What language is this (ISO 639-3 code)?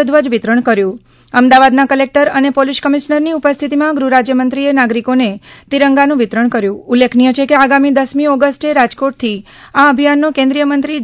guj